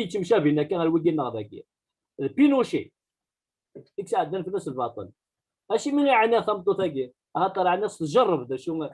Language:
Kabyle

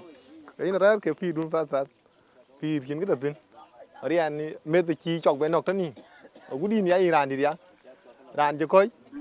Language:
Dinka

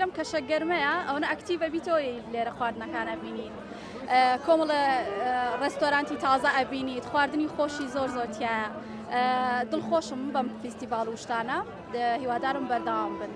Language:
Central Kurdish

